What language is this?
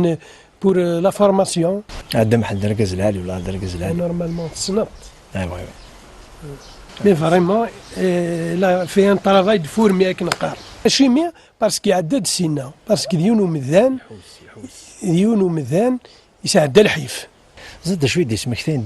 Kabyle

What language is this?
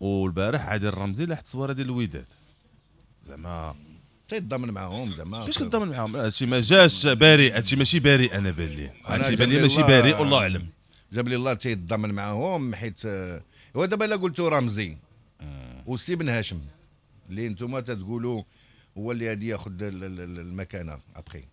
Moroccan Arabic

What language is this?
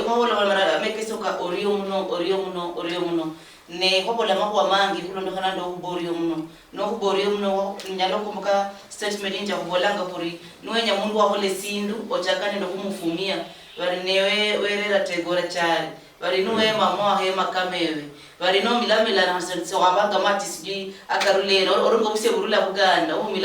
Luyia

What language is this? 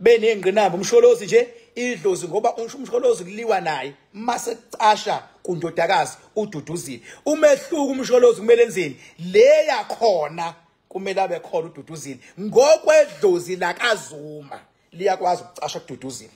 Zulu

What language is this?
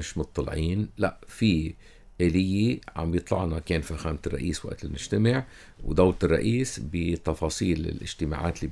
North Levantine Arabic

